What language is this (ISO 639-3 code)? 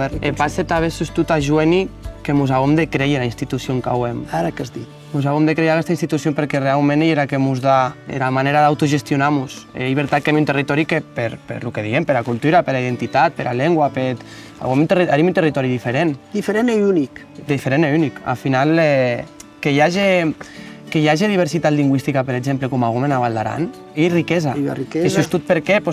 oci